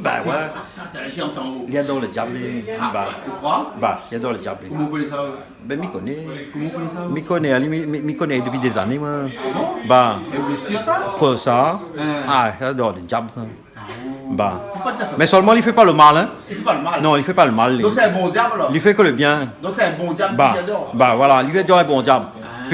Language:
Réunion Creole French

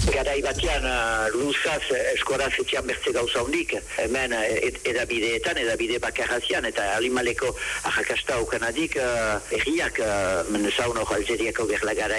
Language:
Basque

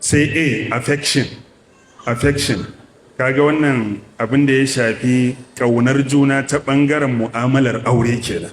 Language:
Hausa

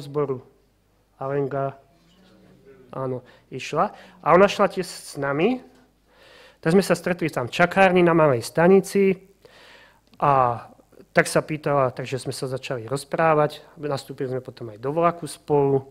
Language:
Slovak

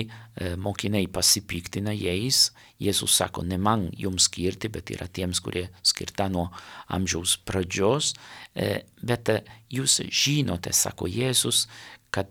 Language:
Lithuanian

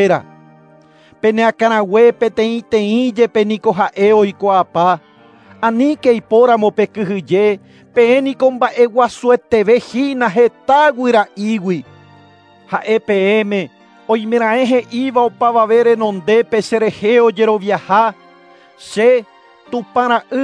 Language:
Guarani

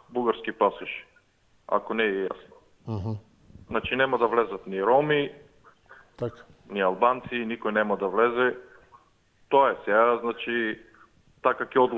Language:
Macedonian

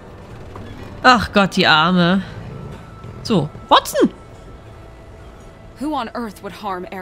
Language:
German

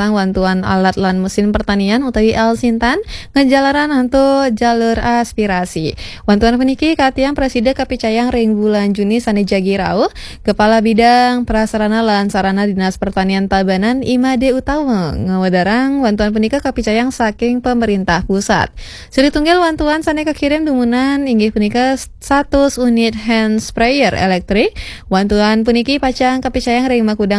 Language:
Balinese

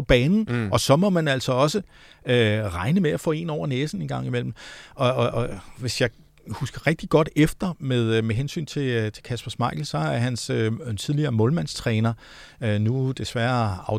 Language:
Danish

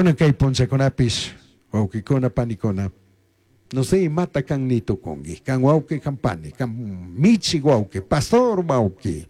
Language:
Chimborazo Highland Quichua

